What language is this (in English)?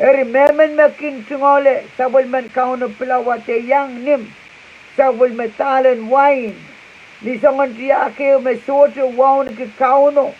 Pohnpeian